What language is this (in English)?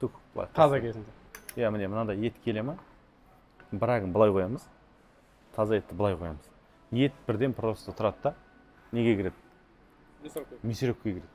Kazakh